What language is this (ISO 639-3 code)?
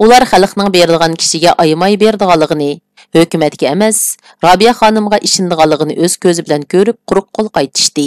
uig